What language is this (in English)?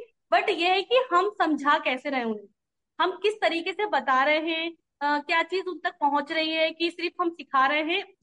Hindi